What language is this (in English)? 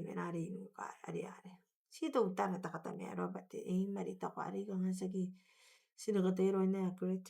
Gilbertese